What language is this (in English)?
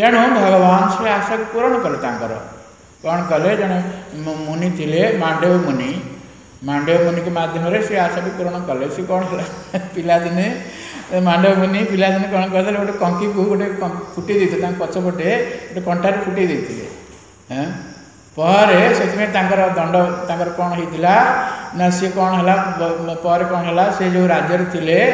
Odia